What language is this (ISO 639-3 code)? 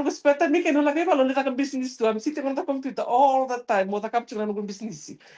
fij